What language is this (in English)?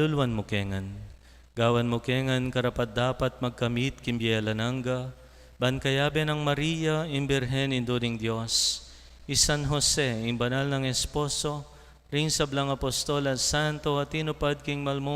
Pampanga